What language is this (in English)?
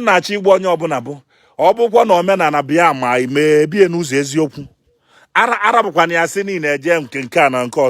Igbo